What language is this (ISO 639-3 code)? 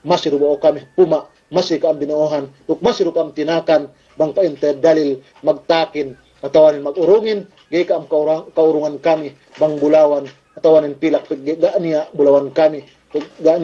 yka